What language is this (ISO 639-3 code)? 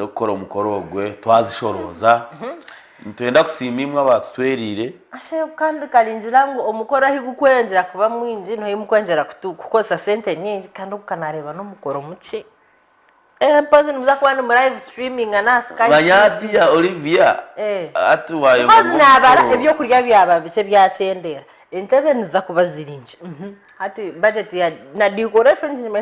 nyn